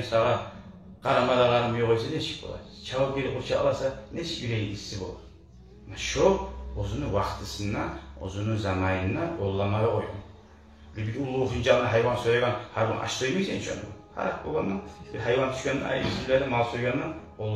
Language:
Kumyk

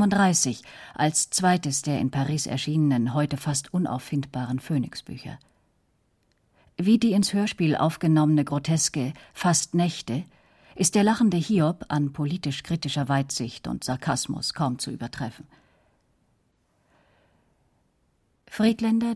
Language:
German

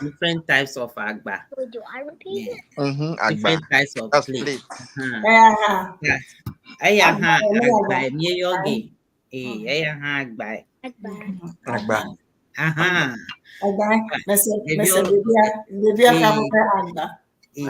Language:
Ewe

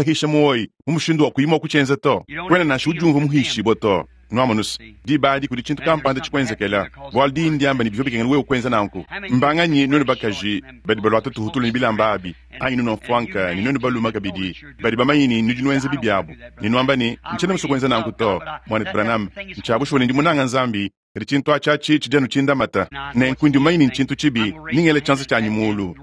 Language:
Luba-Lulua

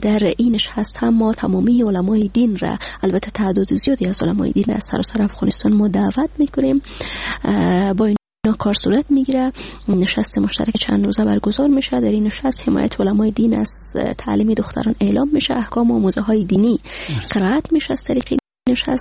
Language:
Persian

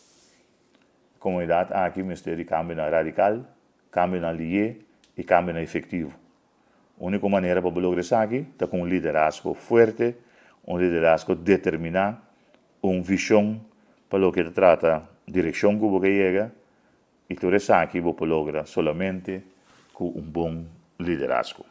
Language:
Papiamento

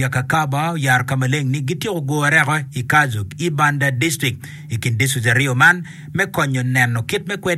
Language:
Acoli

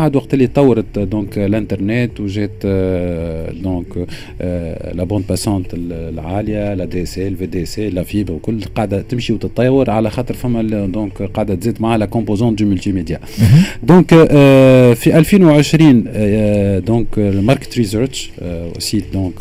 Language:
Tunisian Arabic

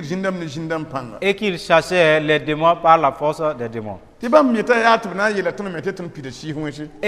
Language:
Mossi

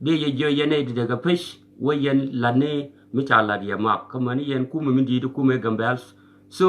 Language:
Nuer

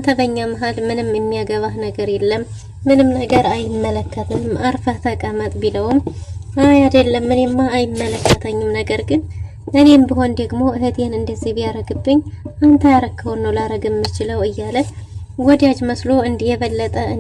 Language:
Amharic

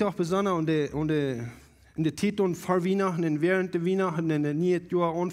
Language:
Plautdietsch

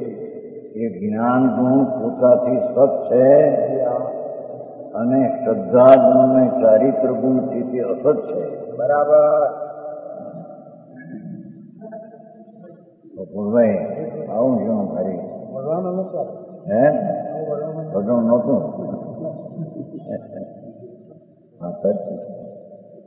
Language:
Gujarati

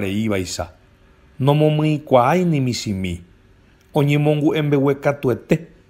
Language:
Guarani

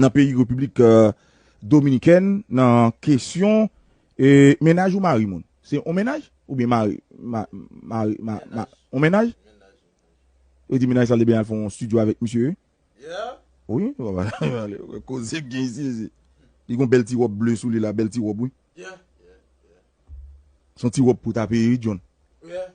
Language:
Haitian Creole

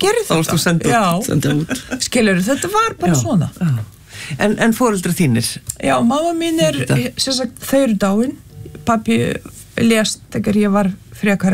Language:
Icelandic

